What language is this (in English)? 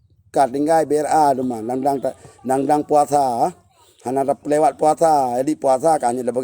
Achinese